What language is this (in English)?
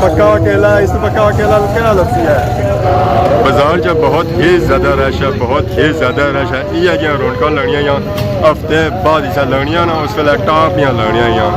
Pahari-Potwari